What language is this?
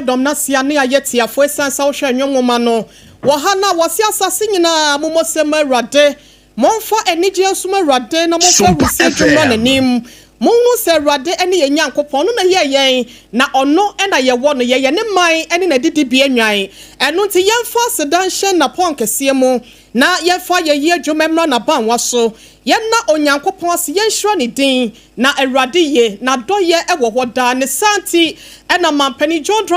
Akan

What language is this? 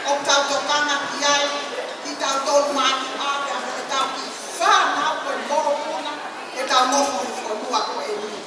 Tongan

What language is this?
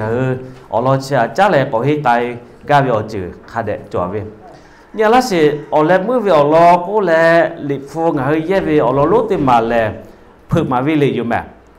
Lahu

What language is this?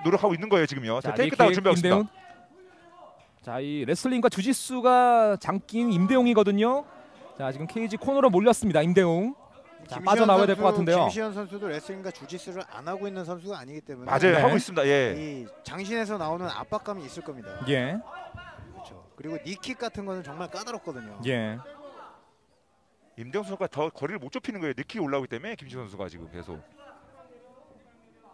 Korean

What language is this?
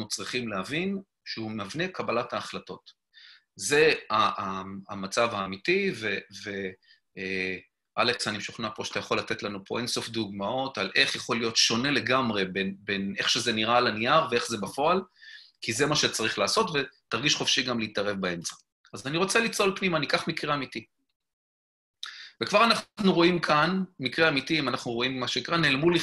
Hebrew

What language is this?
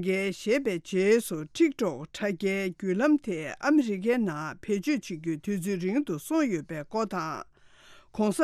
Tibetan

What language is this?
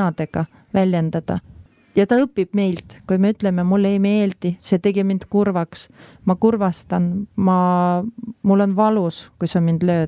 Estonian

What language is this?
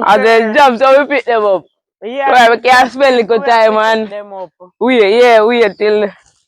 Jamaican Creole English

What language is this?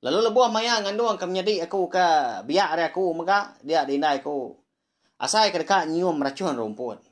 Iban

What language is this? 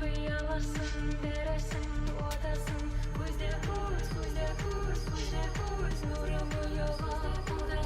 Kara-Kalpak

